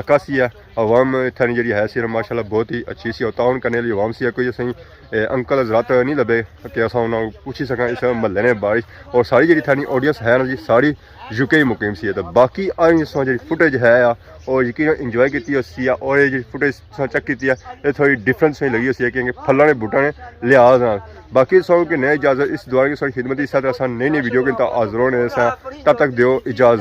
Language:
Pahari-Potwari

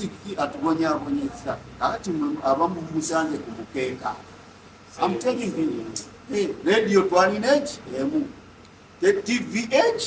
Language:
Ganda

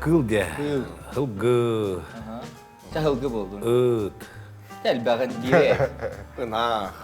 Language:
Yakut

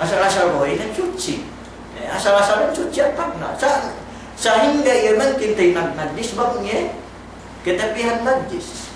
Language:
Yakan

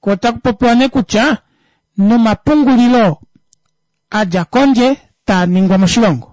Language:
Kuanyama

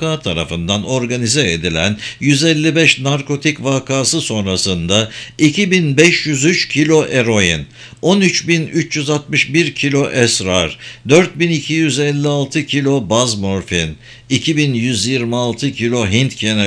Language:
Turkish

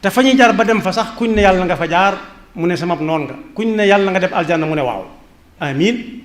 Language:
Wolof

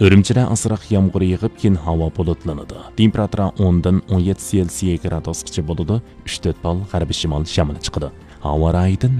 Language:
Uyghur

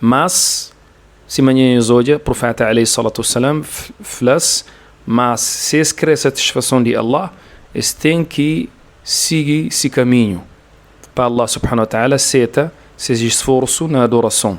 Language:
Kabuverdianu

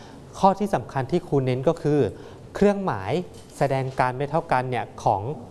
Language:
Thai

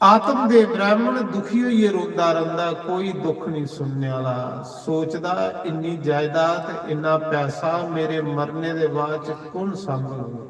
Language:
Dogri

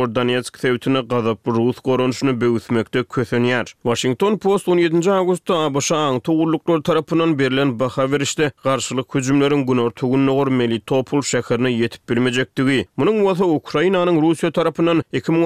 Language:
Turkmen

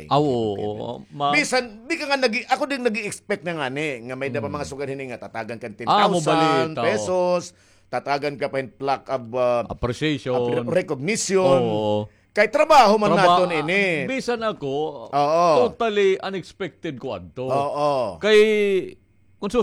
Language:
Waray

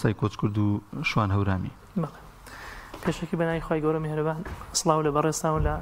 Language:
Central Kurdish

